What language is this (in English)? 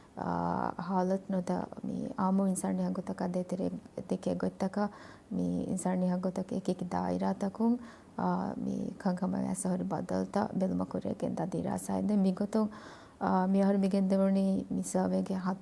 Divehi